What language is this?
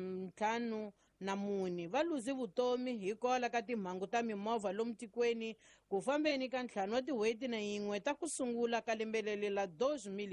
Tsonga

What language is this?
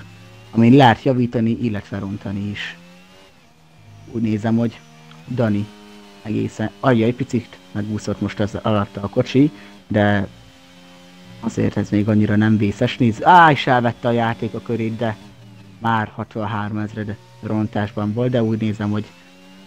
Hungarian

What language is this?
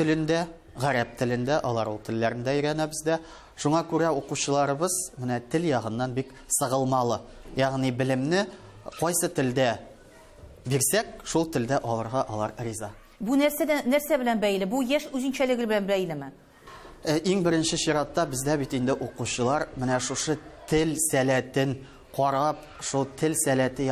Tatar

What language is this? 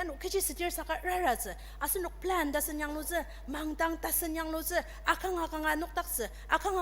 Ao Naga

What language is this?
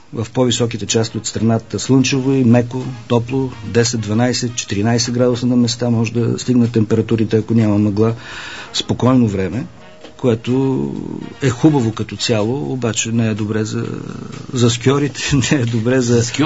Bulgarian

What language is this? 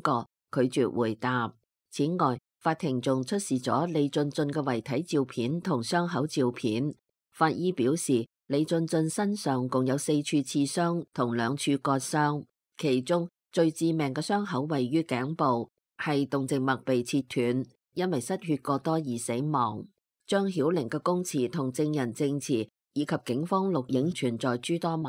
Cantonese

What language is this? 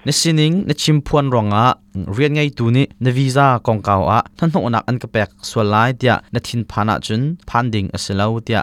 Hakha Chin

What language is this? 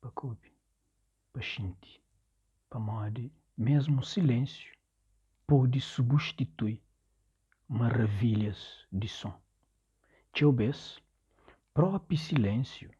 Kabuverdianu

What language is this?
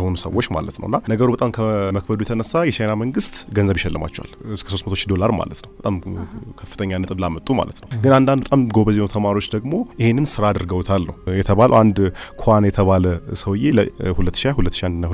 Amharic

